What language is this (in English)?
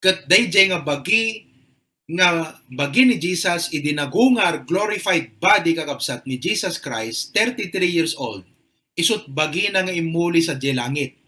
Iloko